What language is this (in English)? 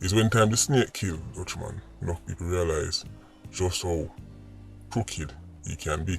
Jamaican Creole English